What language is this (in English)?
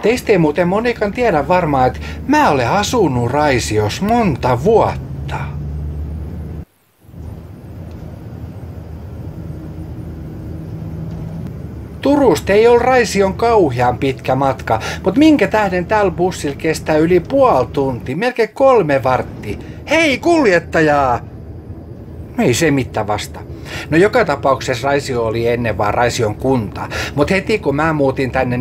Finnish